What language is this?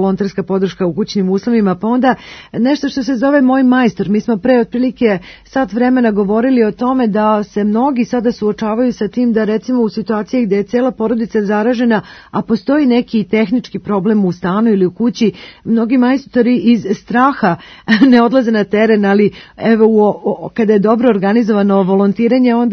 Serbian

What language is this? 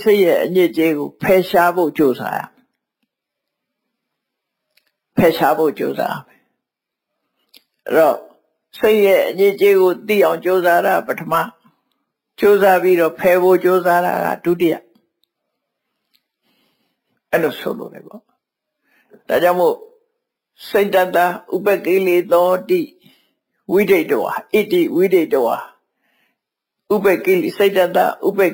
Burmese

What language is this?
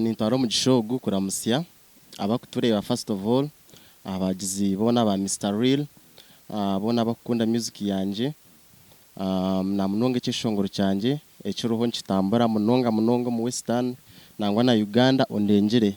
Nyankole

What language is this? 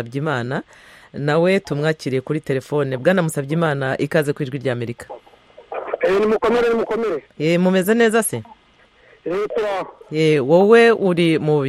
Kinyarwanda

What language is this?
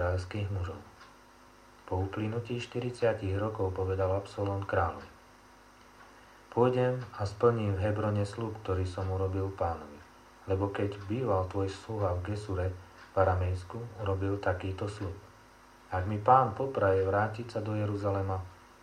Slovak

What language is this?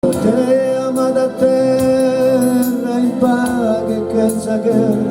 Sardinian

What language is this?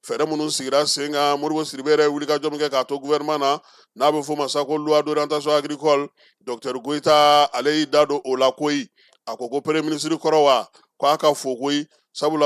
Bambara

